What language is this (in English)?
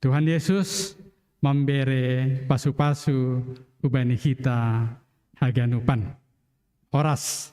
Batak Simalungun